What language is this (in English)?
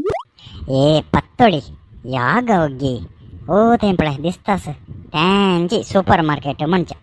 Konkani